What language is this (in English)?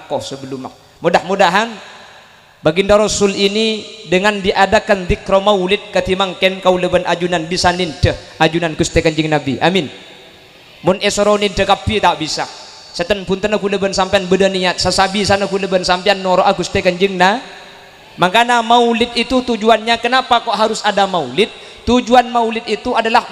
Madurese